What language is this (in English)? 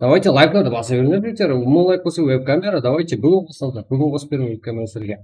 Kara-Kalpak